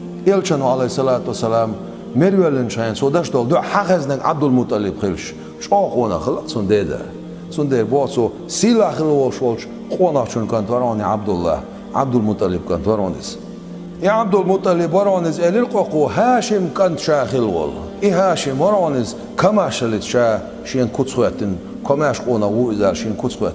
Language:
Chechen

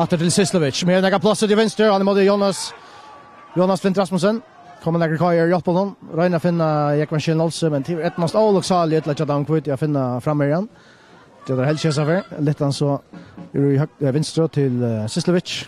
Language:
Faroese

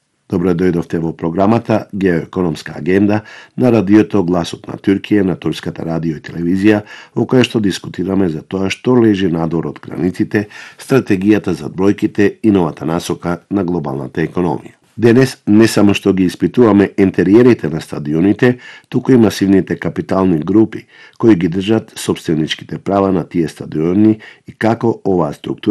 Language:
Macedonian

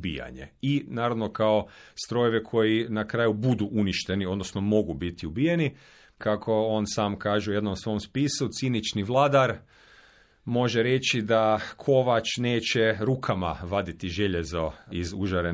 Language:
Croatian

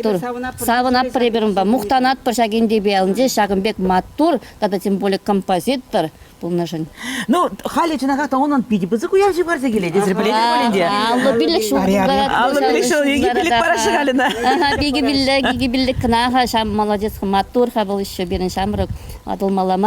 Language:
Chuvash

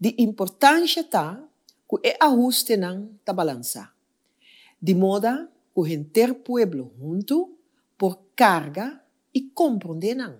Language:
Papiamento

